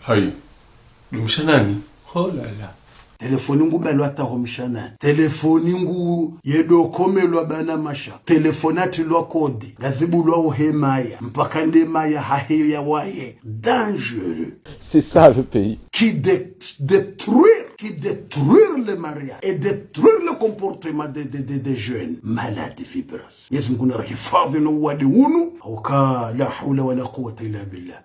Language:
Ngazidja Comorian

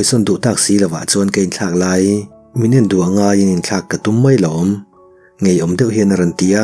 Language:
Mizo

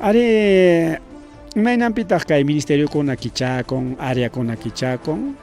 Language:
Ayacucho Quechua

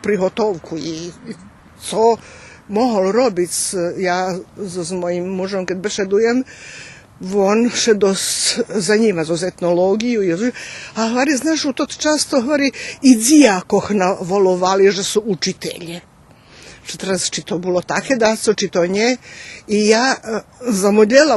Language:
Rusyn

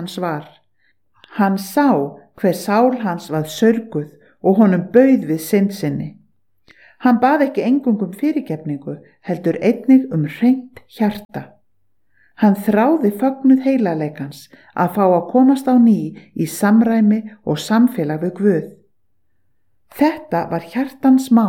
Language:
Icelandic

